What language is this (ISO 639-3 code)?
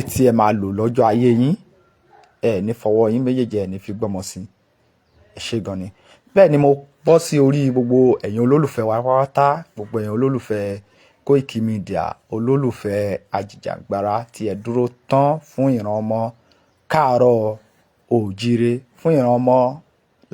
yor